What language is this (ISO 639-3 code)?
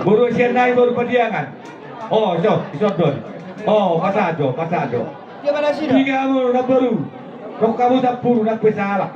bbc